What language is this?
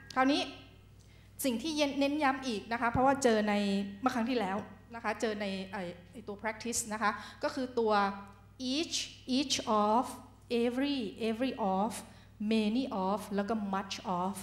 Thai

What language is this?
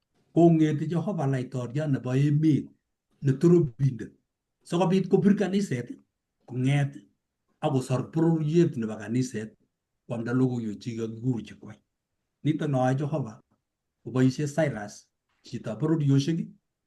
Kalenjin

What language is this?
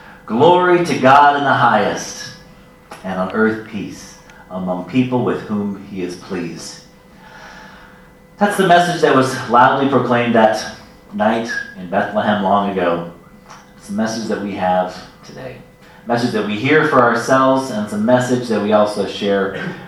English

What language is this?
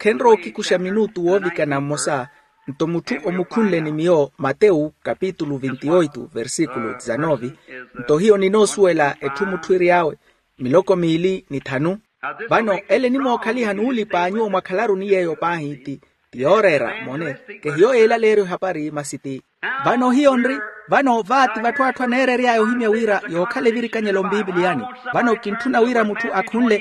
Makhuwa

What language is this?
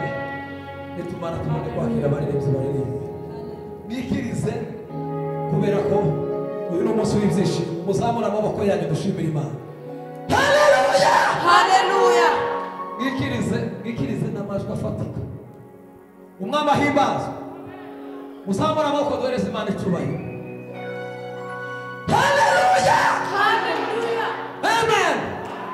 Kinyarwanda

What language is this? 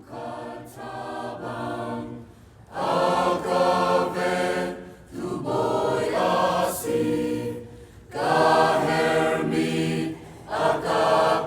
Hakha Chin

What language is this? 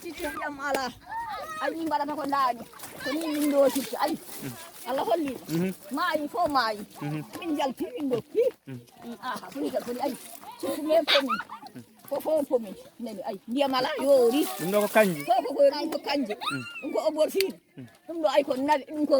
Fula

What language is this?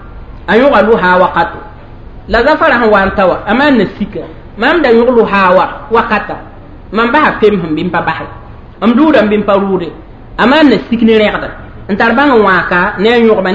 Mossi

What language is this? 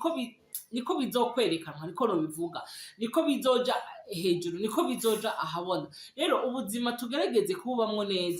Rundi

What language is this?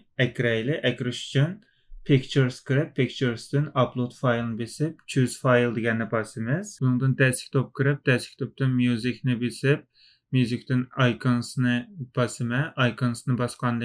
Uyghur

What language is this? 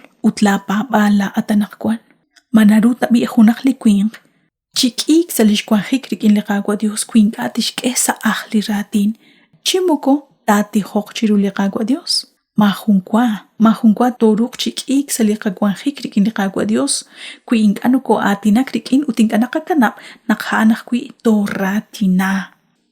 Kekchí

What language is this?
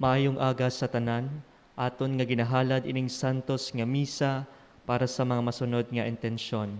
Hiligaynon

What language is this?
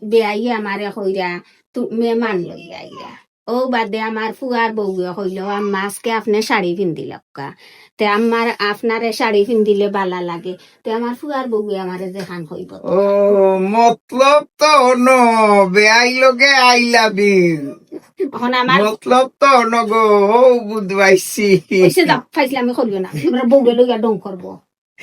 Sylheti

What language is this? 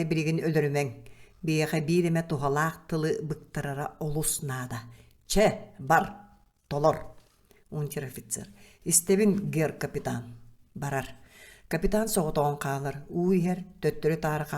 Yakut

